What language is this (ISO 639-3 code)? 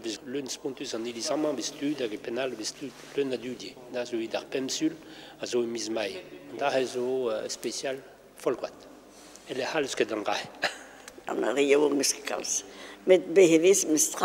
bre